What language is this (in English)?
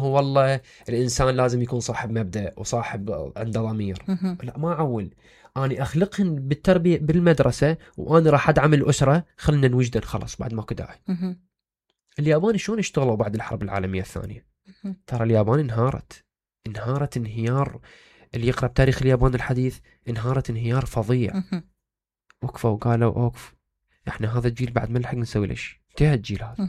Mesopotamian Arabic